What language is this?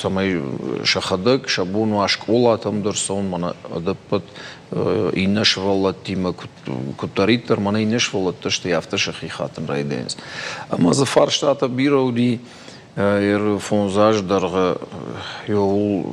Ossetic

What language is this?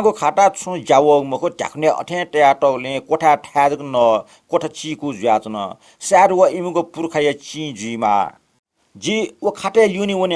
Newari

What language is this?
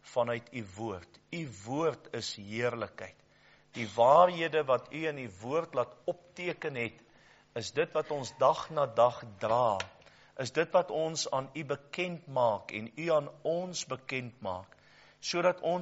Afrikaans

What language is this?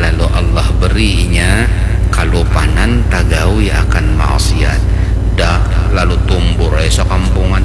Banjar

